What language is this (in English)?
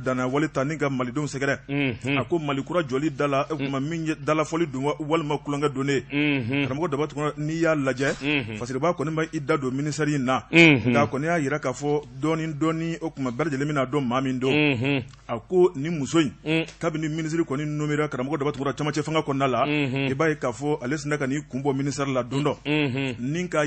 Bambara